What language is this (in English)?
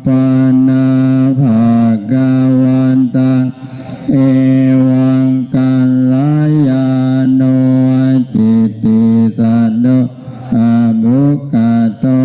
Pali